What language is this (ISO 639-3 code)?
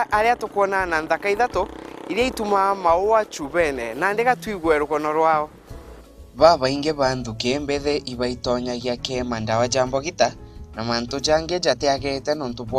mer